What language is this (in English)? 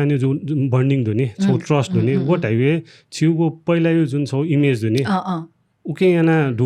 Newari